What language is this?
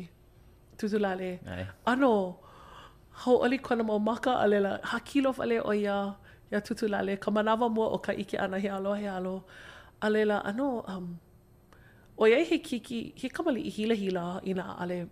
Hawaiian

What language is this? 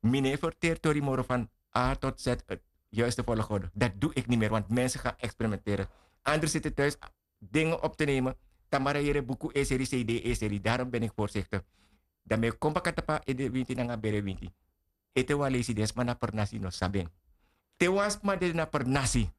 Sranan Tongo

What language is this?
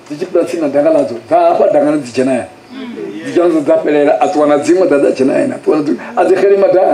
Venda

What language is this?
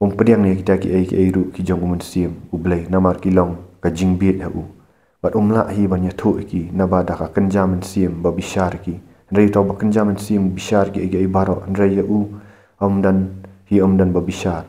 Khasi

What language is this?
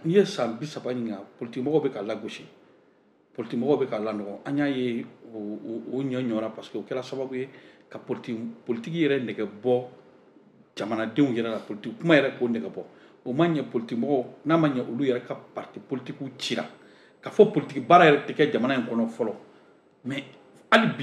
Bambara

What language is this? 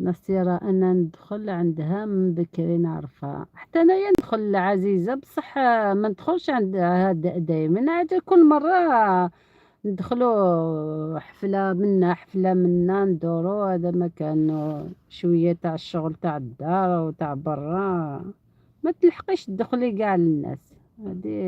Algerian Arabic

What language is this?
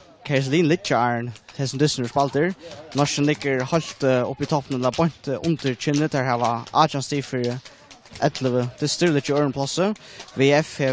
Faroese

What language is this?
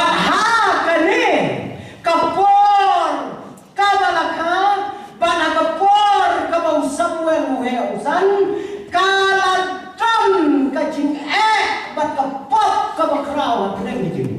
Khasi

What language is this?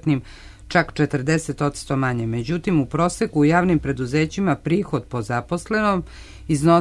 Serbian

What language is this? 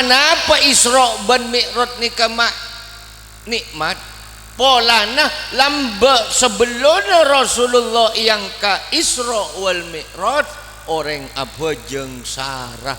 Madurese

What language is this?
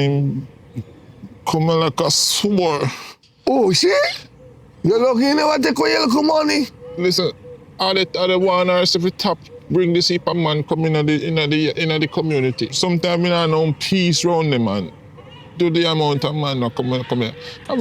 Jamaican Creole English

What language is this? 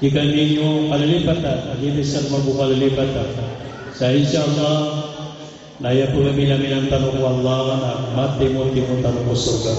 Maranao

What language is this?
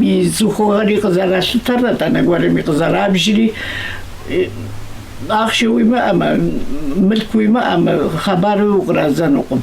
Kabardian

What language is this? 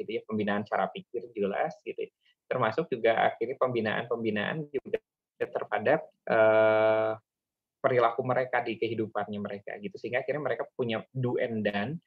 Indonesian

